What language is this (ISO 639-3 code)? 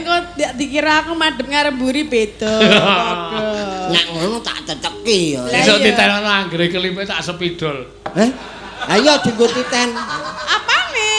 jav